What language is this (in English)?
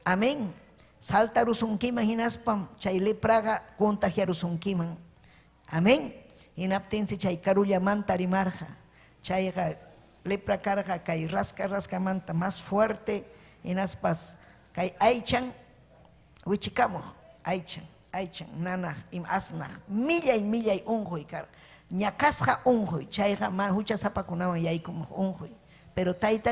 Ayacucho Quechua